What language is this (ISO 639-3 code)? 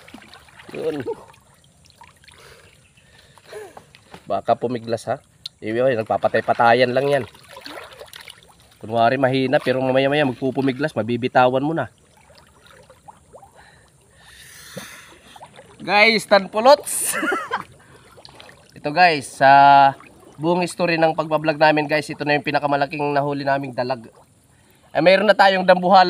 fil